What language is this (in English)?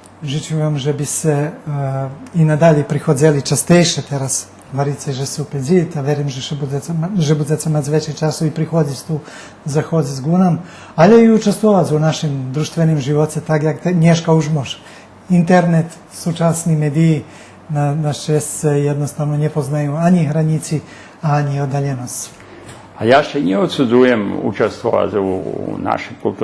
Rusyn